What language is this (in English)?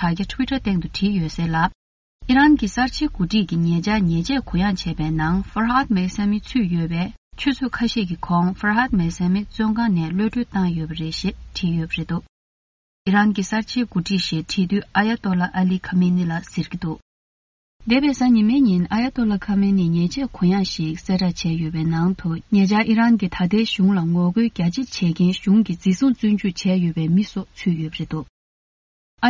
Tibetan